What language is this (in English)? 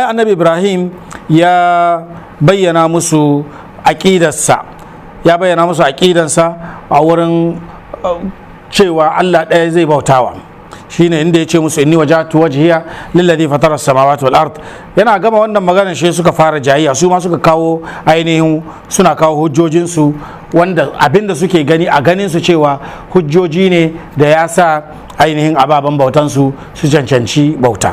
Hausa